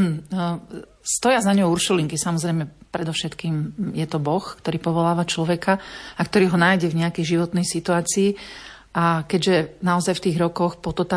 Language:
Slovak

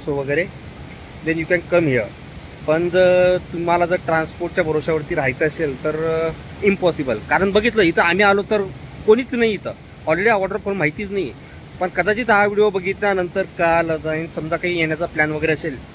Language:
Marathi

